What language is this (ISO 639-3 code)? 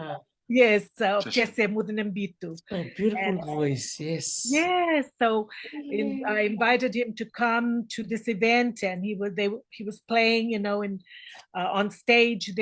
fij